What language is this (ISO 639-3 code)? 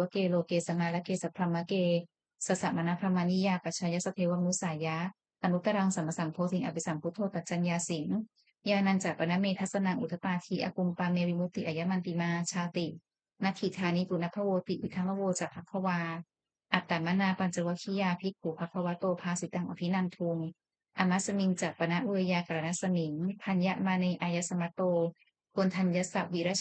pli